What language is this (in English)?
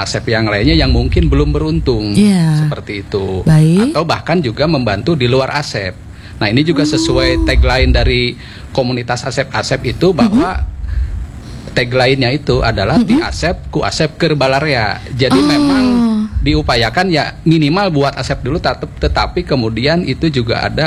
Indonesian